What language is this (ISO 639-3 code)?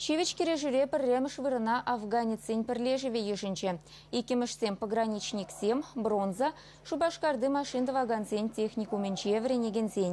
chv